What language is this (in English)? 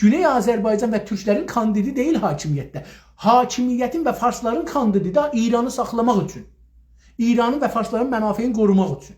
South Azerbaijani